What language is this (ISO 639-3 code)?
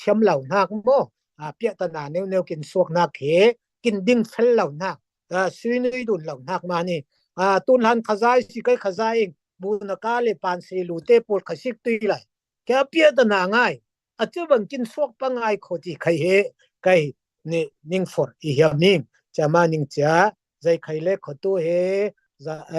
cfm